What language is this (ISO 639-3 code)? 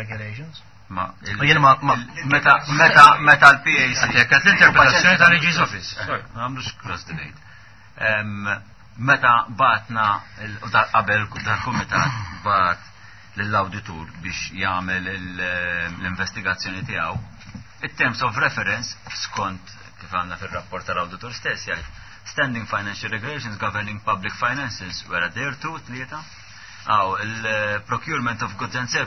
mlt